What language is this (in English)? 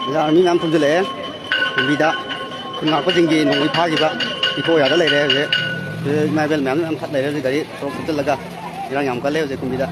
Manipuri